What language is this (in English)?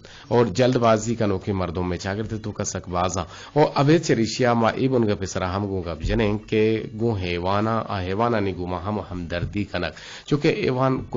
Eastern Balochi